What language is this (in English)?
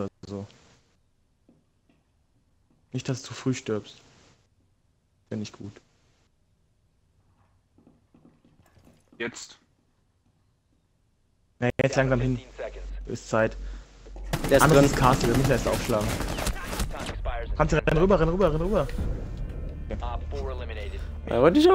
German